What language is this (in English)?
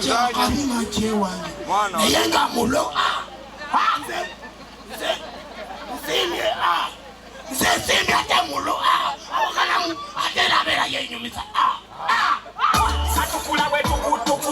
Soga